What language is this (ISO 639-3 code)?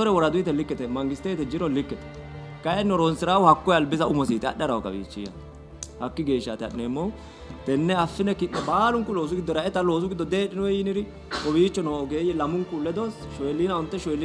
sid